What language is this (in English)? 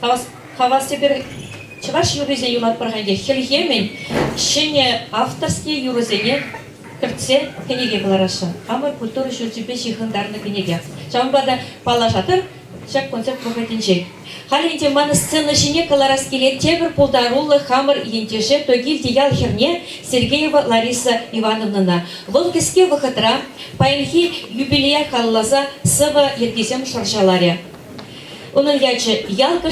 Chuvash